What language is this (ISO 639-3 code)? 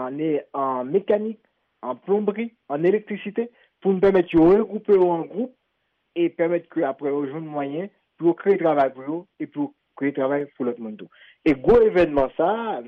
hat